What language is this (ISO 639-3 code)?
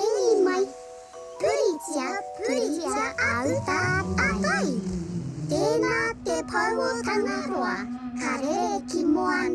mri